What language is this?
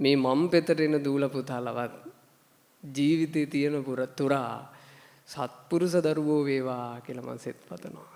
Sinhala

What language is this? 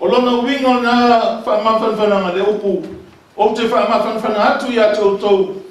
Samoan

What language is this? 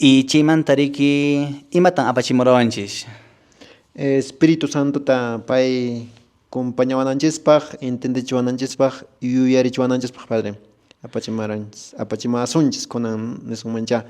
Quechua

